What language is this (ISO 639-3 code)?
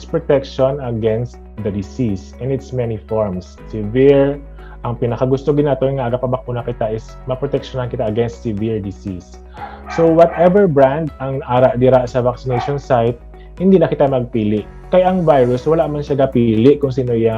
hil